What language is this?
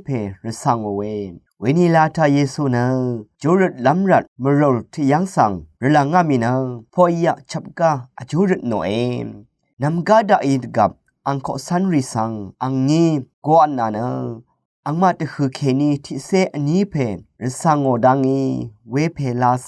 Rawang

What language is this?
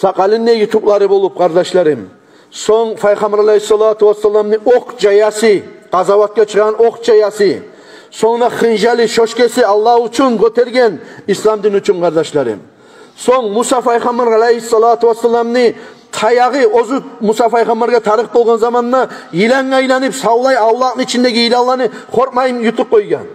Kumyk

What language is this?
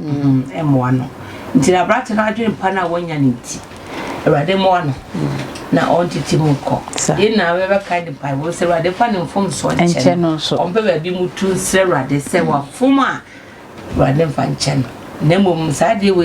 Akan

